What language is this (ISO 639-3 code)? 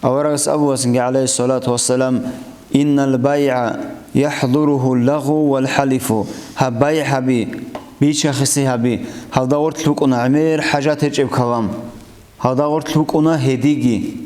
ava